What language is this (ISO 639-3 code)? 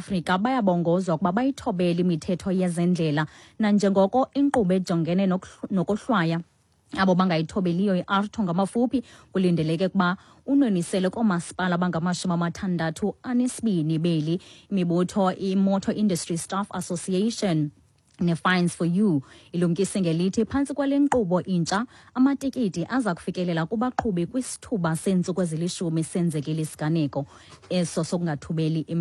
xho